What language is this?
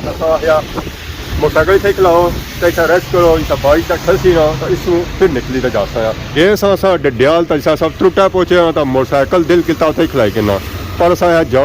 Pahari-Potwari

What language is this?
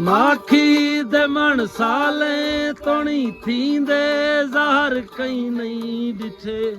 Saraiki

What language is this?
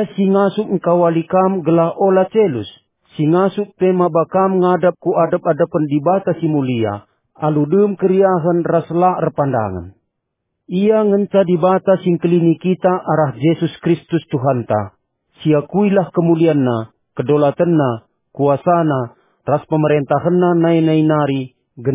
Batak Karo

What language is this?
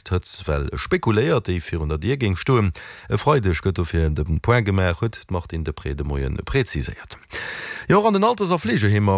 Luxembourgish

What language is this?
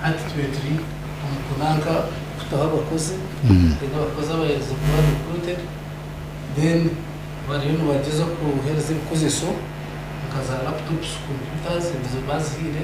Nyankole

